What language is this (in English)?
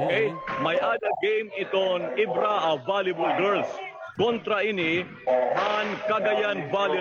Waray